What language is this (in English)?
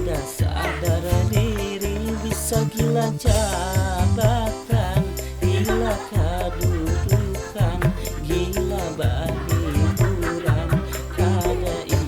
Banjar